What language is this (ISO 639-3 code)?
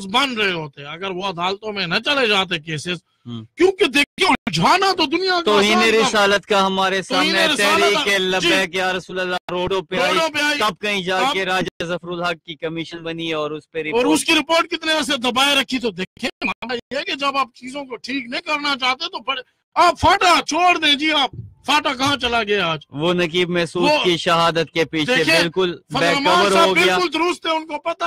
urd